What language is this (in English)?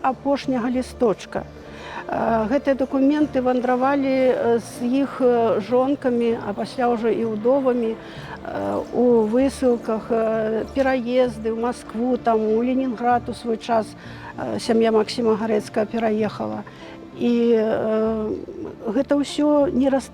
Belarusian